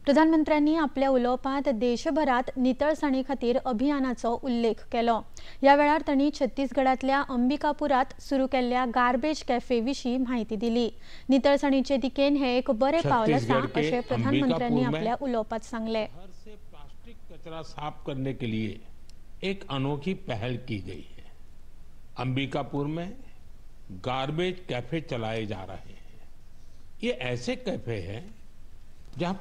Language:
Konkani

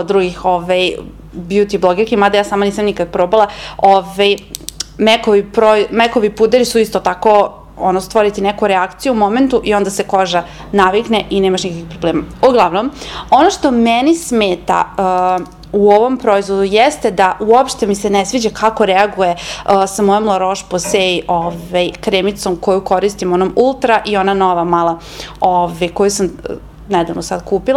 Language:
Serbian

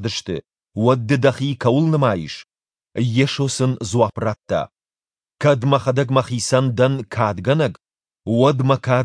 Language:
Ossetic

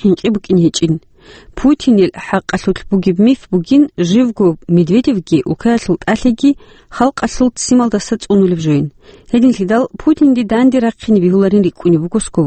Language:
Avaric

